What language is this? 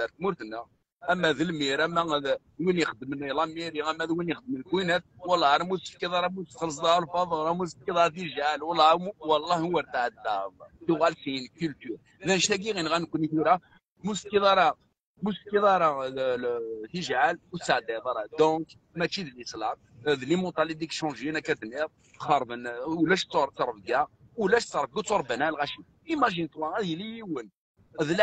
Kabyle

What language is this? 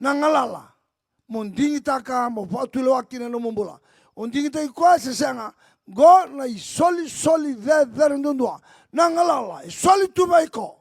Fijian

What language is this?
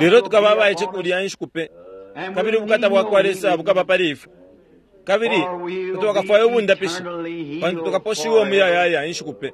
Bemba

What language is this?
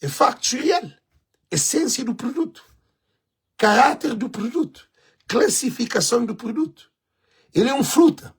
Kabuverdianu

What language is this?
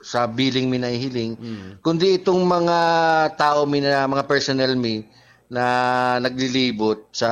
Bikol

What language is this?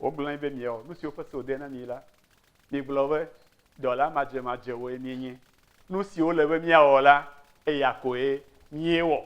Ewe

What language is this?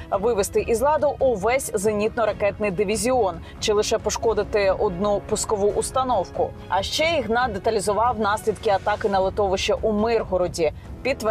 Ukrainian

